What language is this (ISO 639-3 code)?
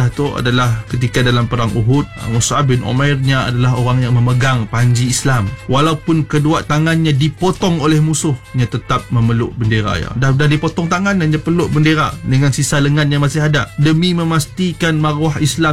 msa